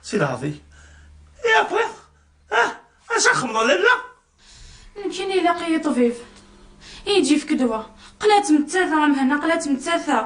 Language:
Kabyle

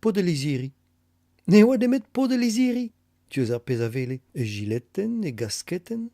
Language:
Breton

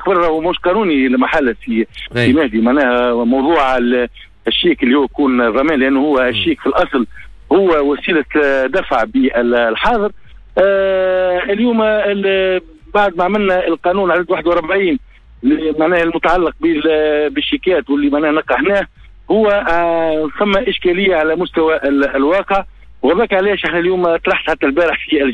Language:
Tunisian Arabic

